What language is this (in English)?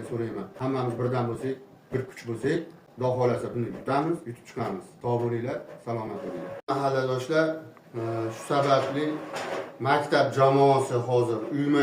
Uzbek